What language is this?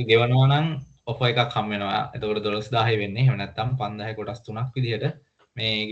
Sinhala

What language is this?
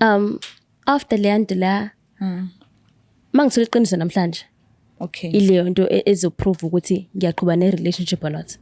Zulu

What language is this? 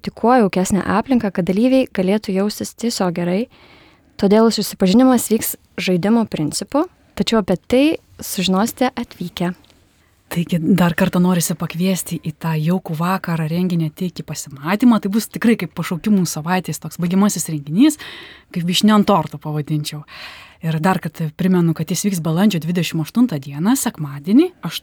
Lithuanian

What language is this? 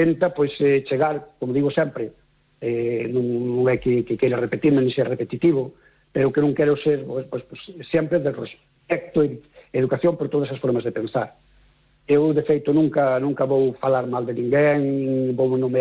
Galician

